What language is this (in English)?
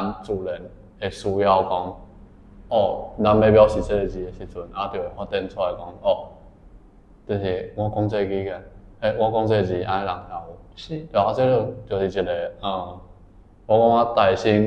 Min Nan Chinese